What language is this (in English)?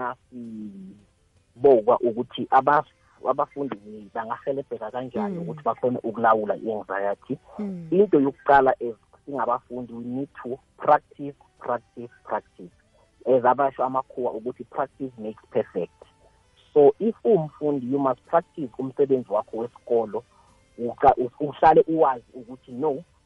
South Ndebele